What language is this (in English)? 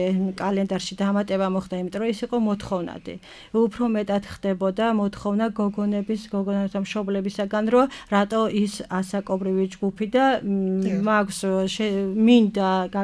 Georgian